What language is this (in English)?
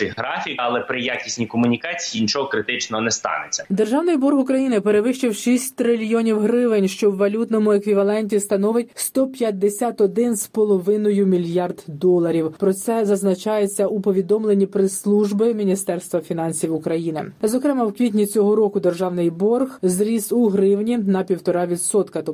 Ukrainian